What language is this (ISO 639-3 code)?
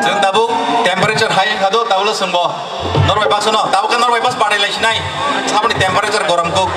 trp